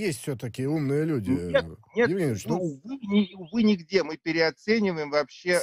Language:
Russian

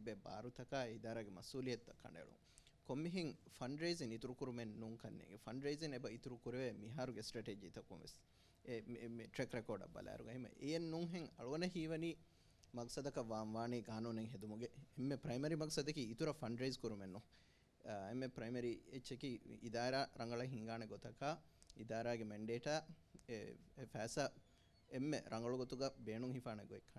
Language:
Divehi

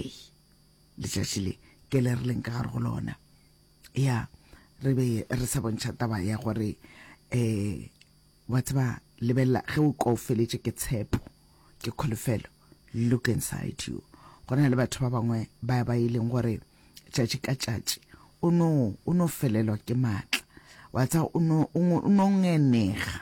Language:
Northern Sotho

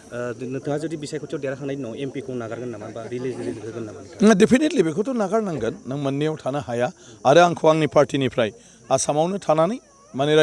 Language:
Bodo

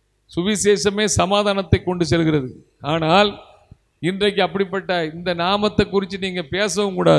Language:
Tamil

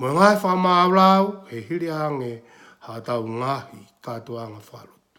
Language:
Tongan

